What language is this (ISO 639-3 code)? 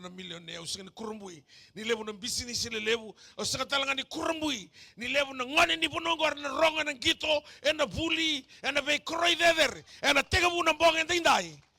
fij